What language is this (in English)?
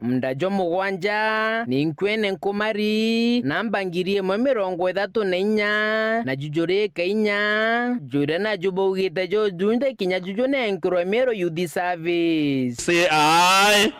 Meru